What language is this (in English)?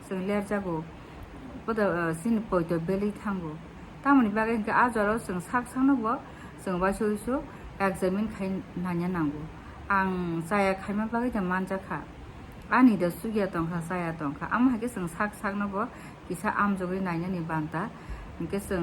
Kok Borok